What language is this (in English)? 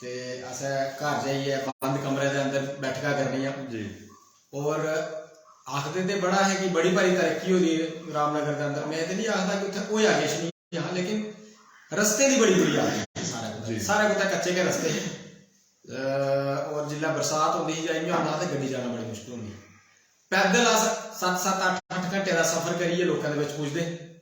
Dogri